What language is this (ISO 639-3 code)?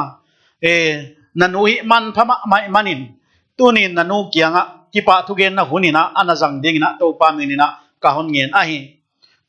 pck